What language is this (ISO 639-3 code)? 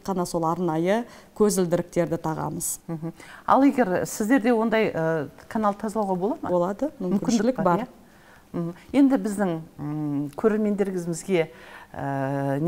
kaz